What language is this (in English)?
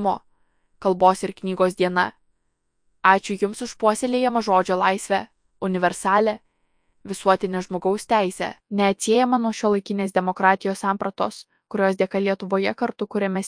Lithuanian